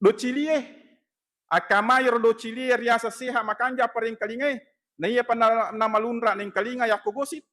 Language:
Buginese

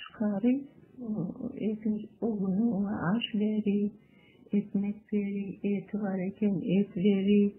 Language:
Crimean Tatar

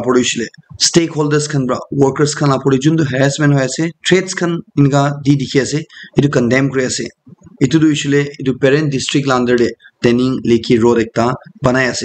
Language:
Naga Pidgin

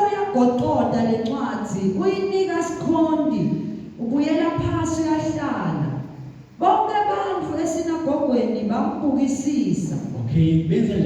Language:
Zulu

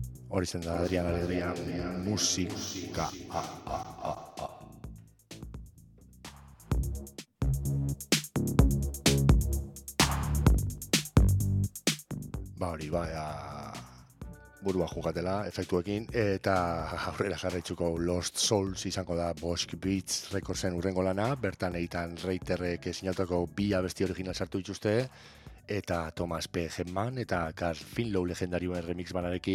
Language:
Basque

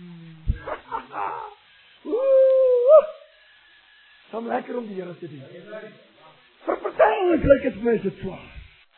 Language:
Afrikaans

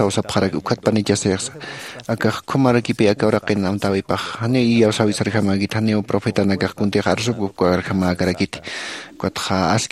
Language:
Aymara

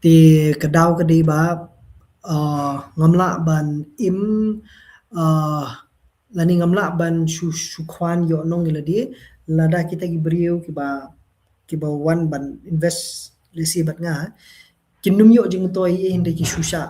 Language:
Khasi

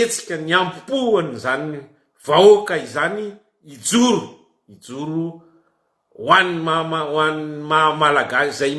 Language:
Malagasy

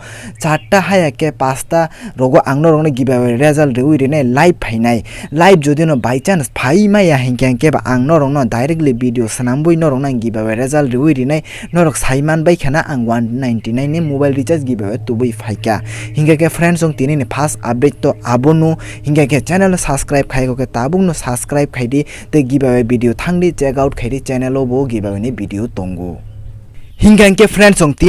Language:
Kok Borok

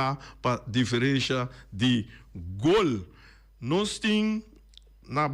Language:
Papiamento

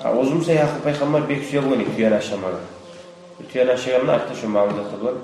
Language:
Kumyk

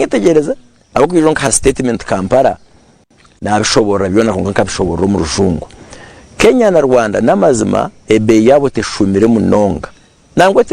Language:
Nyankole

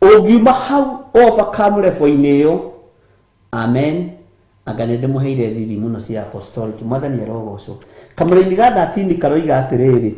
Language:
Kikuyu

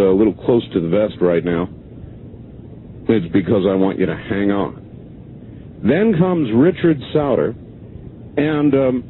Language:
English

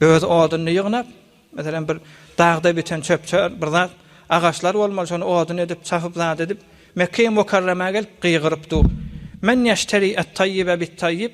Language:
Turkmen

